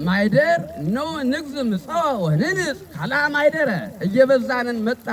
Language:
Amharic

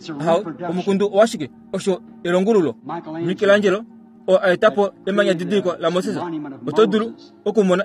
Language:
Kuanyama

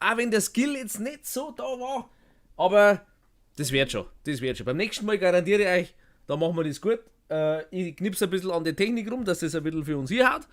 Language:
Bavarian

